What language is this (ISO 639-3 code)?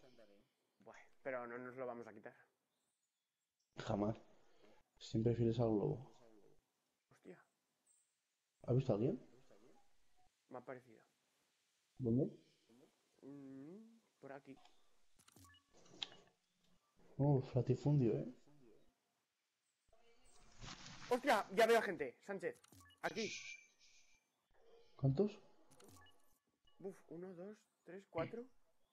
spa